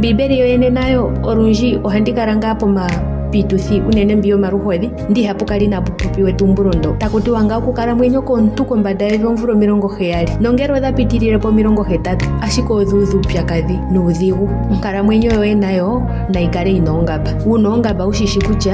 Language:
Ndonga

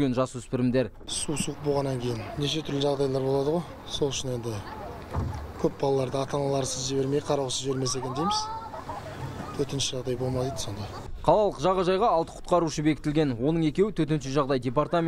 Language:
Kazakh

